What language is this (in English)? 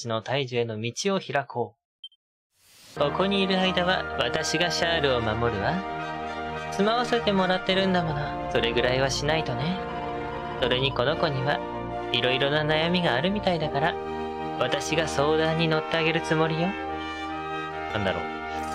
Japanese